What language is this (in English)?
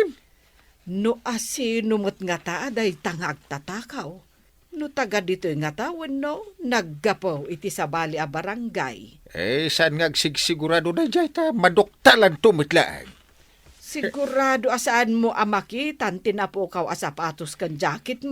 Iloko